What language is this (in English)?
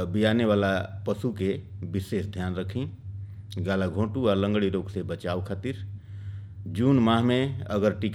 Bhojpuri